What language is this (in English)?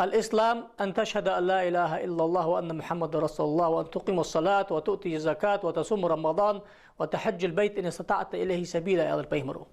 Ingush